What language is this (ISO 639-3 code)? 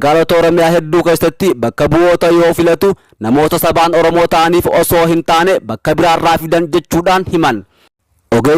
orm